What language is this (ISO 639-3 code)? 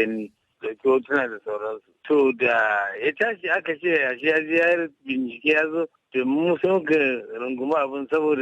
hau